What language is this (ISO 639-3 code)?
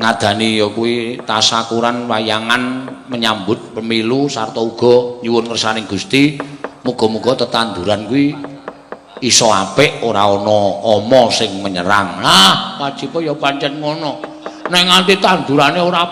jav